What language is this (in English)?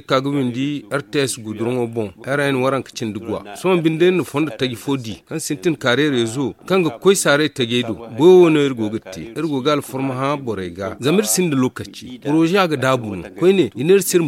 Zarma